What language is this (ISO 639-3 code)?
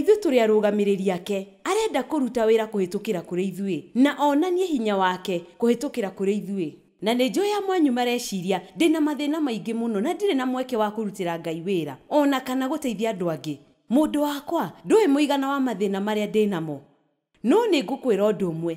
kik